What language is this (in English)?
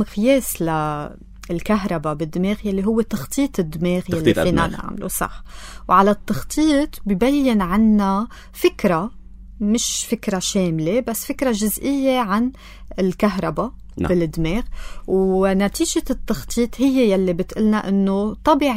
North Levantine Arabic